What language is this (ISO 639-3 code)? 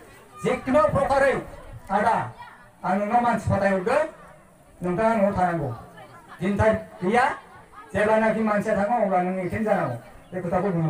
brx